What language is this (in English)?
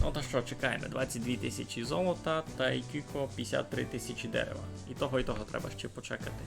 Rusyn